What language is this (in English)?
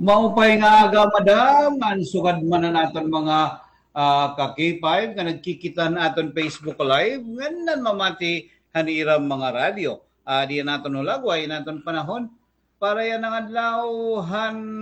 Waray